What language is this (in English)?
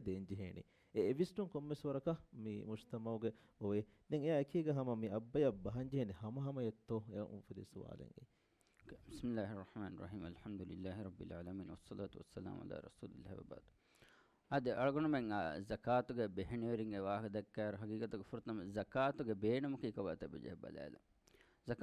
Divehi